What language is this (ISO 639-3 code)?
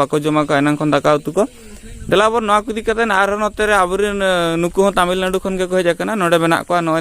sat